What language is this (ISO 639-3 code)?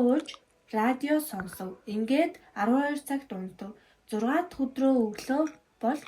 mon